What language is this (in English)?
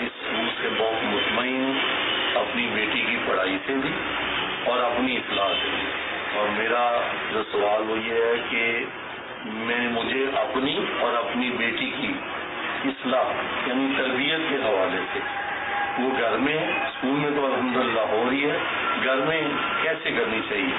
Urdu